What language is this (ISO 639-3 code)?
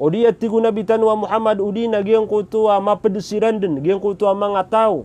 mrw